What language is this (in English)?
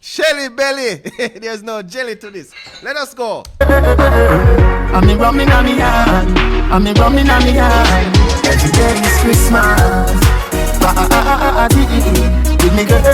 Jamaican Creole English